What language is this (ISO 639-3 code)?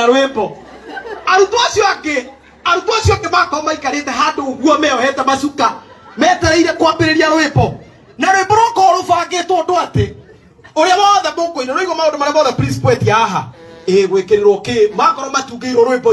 kik